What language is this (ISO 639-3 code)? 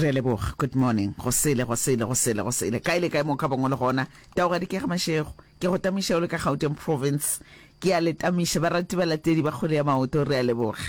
nso